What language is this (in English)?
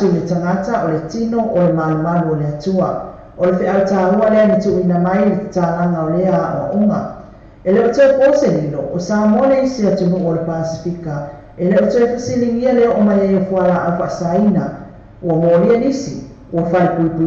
Samoan